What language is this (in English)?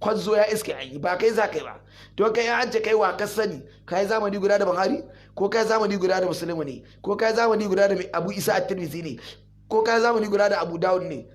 Hausa